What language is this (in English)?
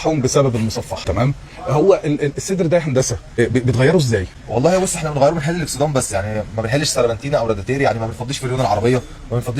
Egyptian Arabic